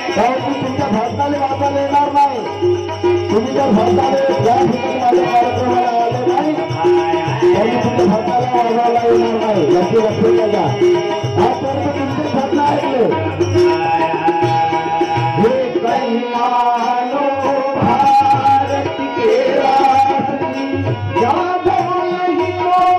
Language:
Marathi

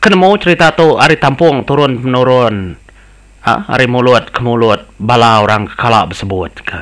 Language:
Iban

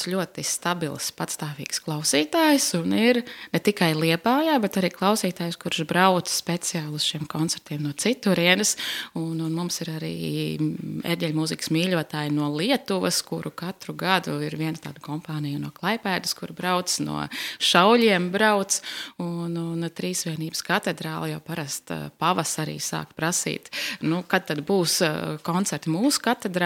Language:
Latvian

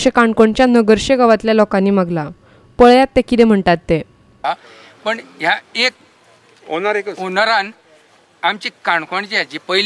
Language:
Konkani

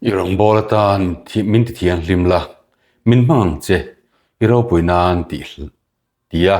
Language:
Mizo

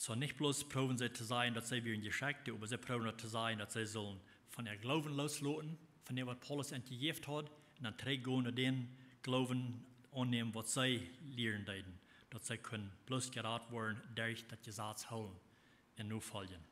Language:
Plautdietsch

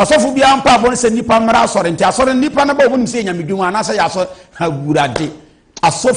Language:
Akan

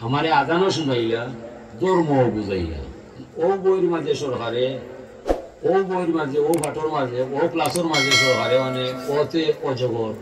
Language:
Sylheti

